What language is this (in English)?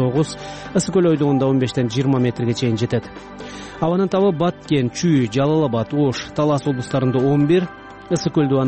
Kyrgyz